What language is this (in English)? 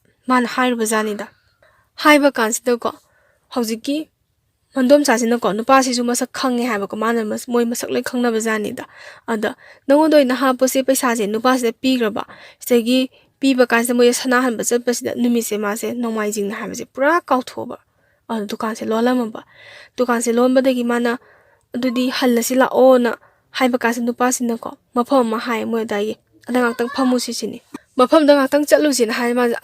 Manipuri